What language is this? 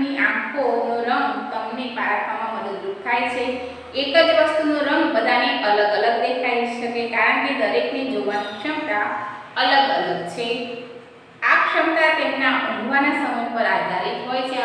Gujarati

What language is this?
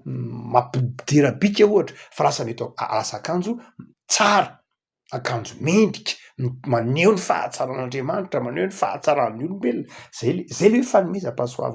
Malagasy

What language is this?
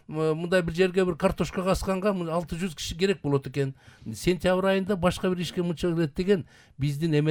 Kyrgyz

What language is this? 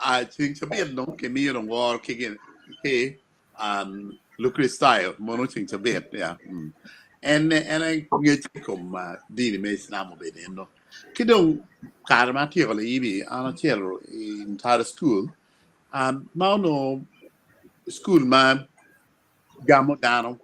Acoli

